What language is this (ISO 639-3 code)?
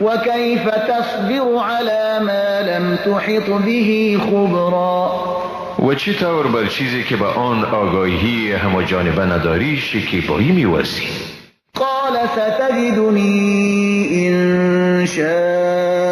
fas